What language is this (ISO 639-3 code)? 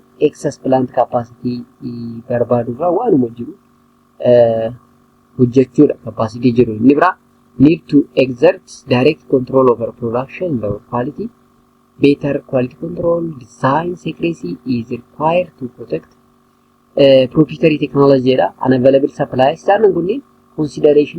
orm